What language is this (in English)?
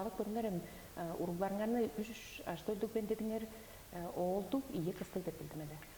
Tuvinian